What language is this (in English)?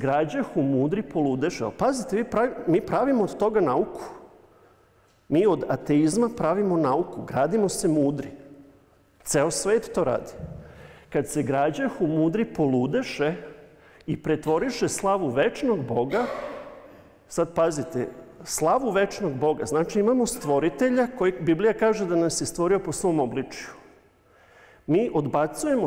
Serbian